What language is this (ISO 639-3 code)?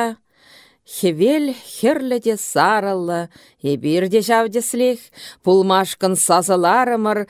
chv